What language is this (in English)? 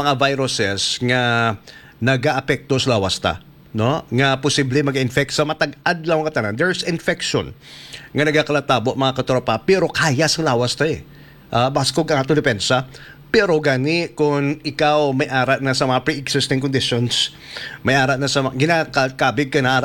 Hiligaynon